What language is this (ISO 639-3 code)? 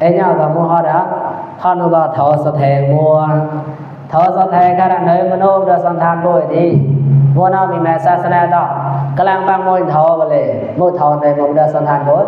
mnw